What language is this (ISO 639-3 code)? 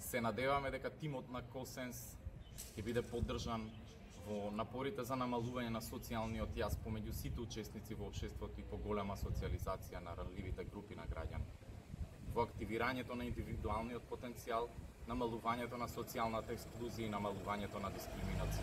mkd